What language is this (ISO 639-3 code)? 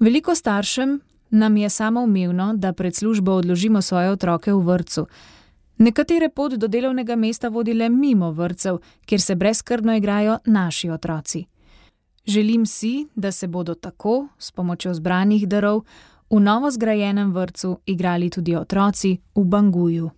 slv